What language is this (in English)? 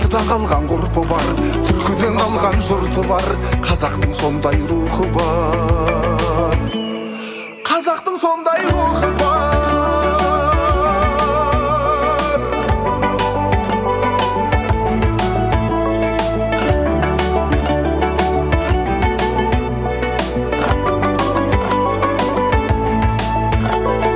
Kazakh